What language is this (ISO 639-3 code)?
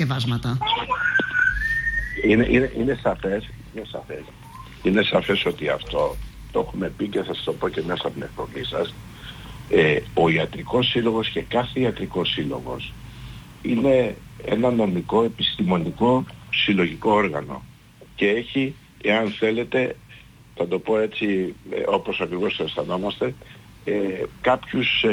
ell